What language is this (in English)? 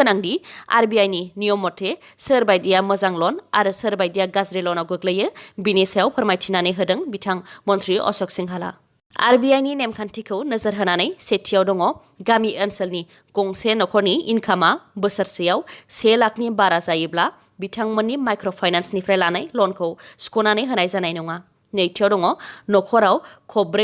Bodo